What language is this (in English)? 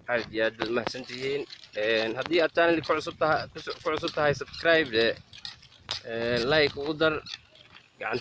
Somali